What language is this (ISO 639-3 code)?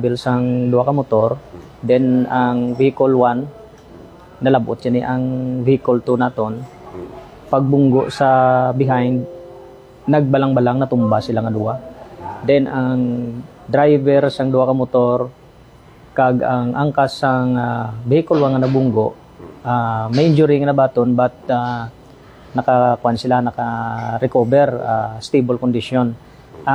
hil